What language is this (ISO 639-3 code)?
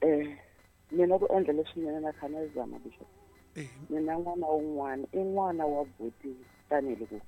tso